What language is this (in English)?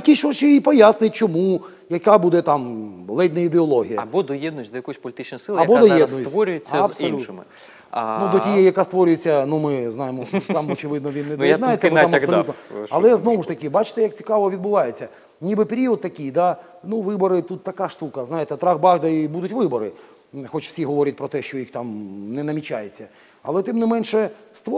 Ukrainian